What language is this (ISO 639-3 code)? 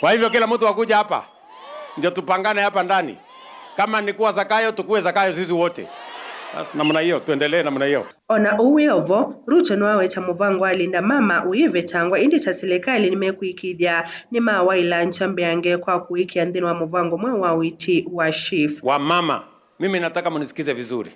kam